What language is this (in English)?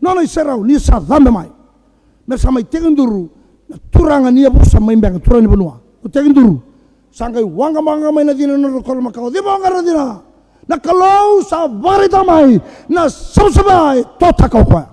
Fijian